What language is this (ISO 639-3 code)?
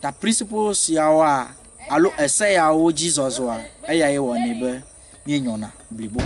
ewe